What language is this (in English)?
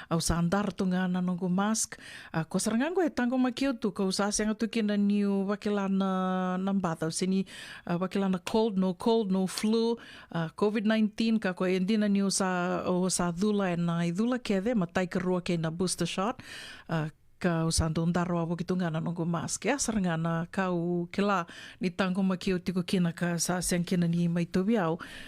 Fijian